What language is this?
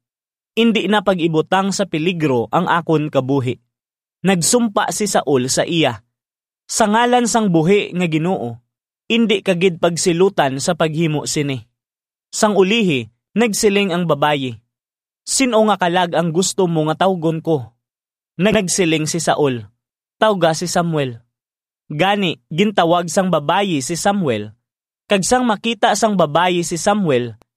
Hiligaynon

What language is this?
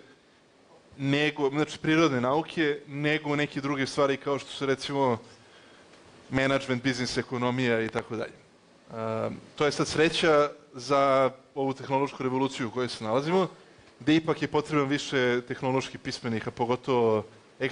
Serbian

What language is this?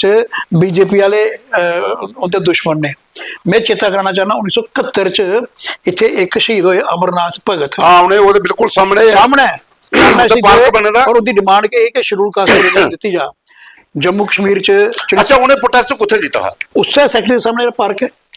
Dogri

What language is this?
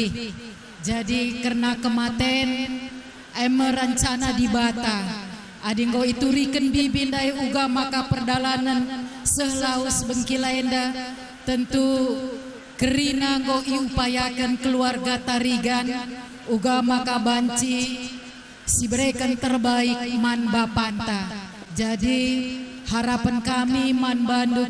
Batak Karo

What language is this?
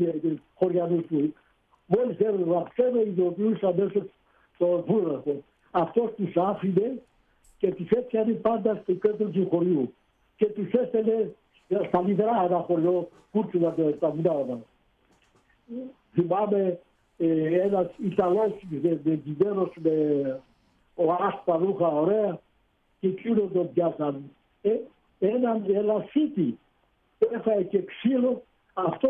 Greek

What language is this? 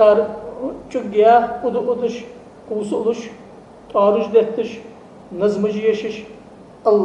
Ingush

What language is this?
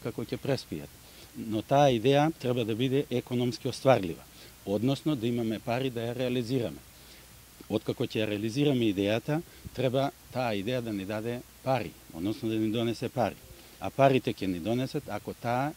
Macedonian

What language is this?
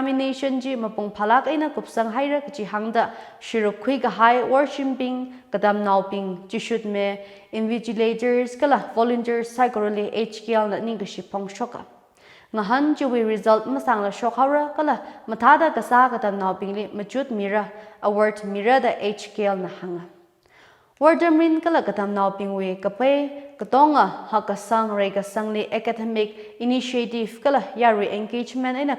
Tangkhul Naga (India)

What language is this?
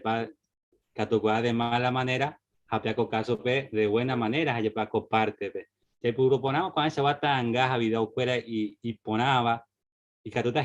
Guarani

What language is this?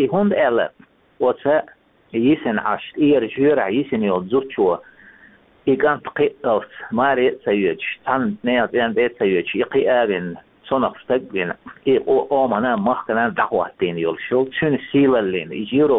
Chechen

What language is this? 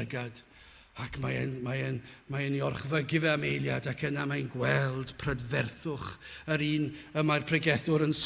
Welsh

